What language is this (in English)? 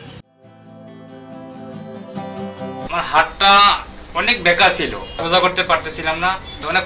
Bangla